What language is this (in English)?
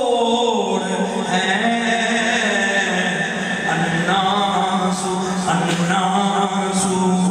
Urdu